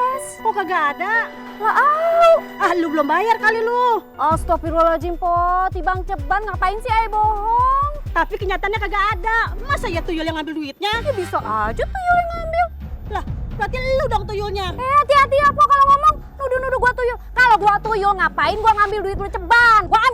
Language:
Betawi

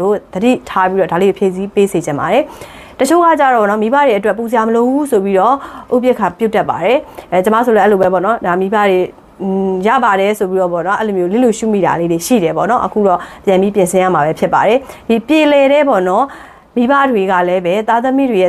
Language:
Burmese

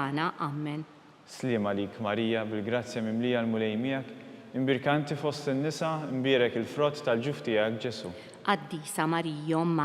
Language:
Maltese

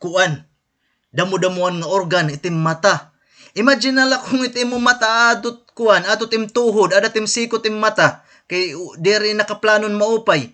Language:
Waray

